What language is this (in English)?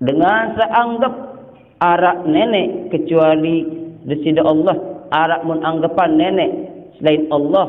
Sasak